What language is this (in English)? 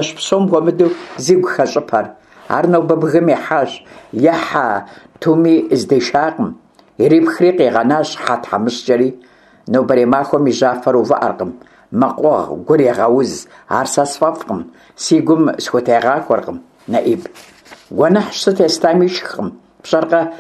Kabardian